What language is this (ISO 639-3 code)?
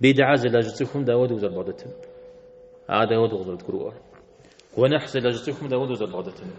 kbd